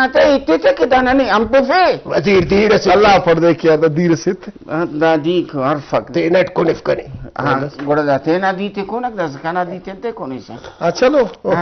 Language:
Brahui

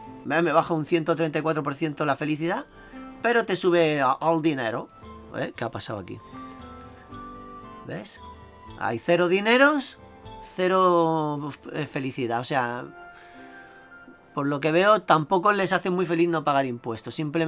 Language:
Spanish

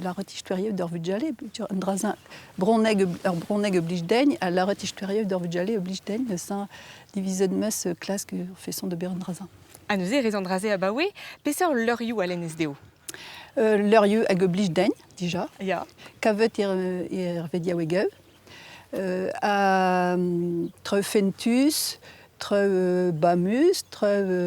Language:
Breton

